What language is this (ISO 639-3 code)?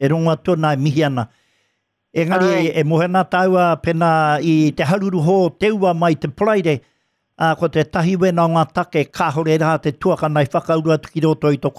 mri